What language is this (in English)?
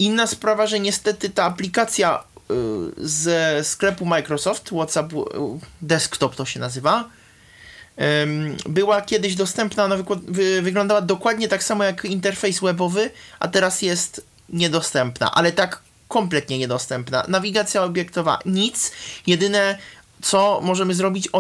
Polish